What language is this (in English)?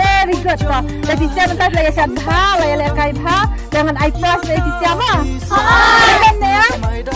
Khasi